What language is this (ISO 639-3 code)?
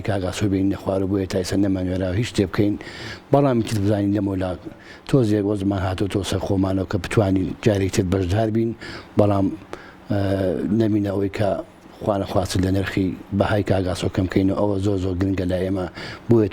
ckb